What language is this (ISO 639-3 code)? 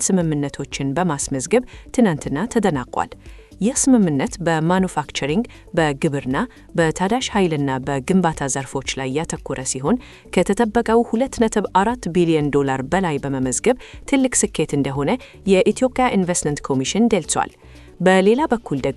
amh